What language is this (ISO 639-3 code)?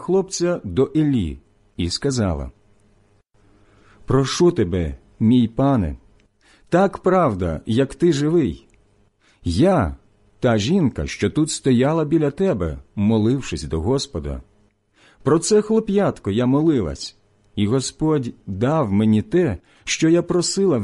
ukr